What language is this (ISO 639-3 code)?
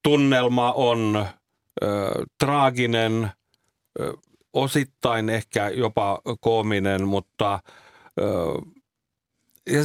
fin